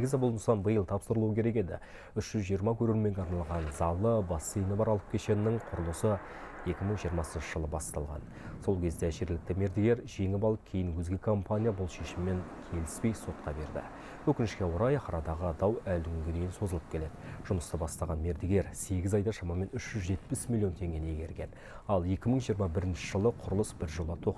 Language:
Kazakh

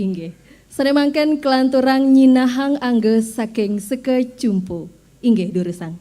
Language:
Balinese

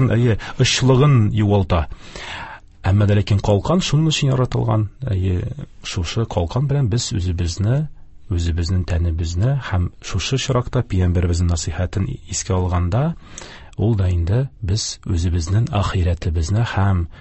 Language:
Tatar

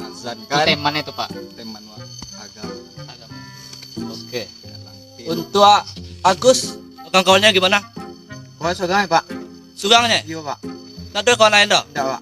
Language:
Minangkabau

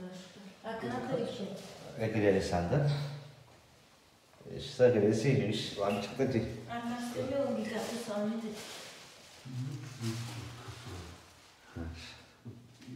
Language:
Bulgarian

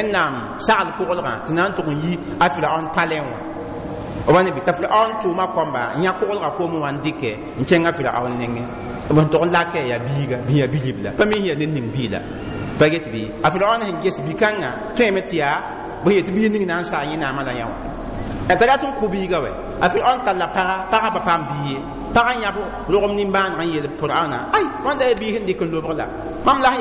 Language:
Mossi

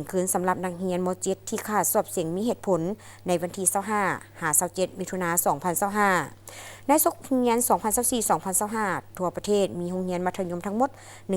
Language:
Lao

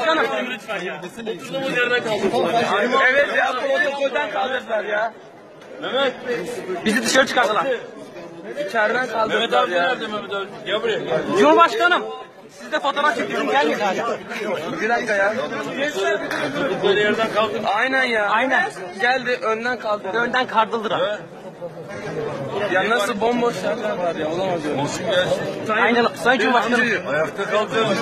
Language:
Turkish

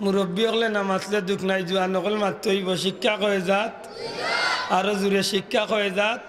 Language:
Sylheti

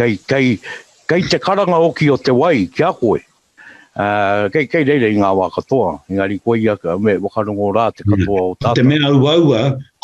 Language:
Māori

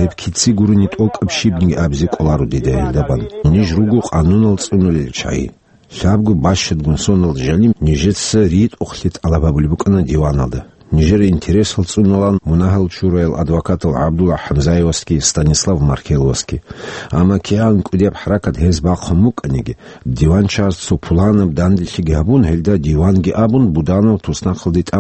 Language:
Avaric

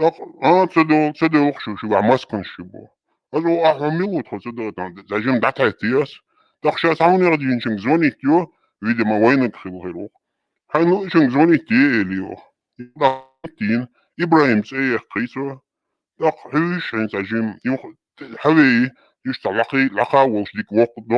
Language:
Chechen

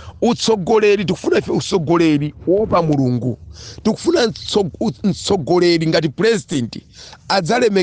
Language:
Nyanja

